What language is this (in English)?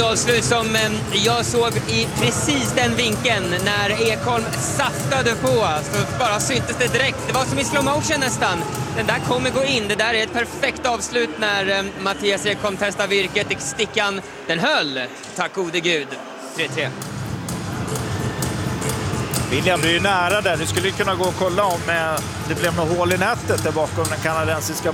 Swedish